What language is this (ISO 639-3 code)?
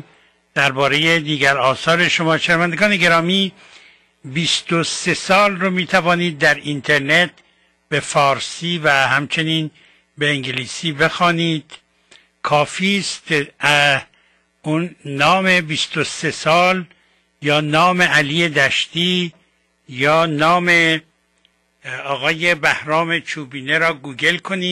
fas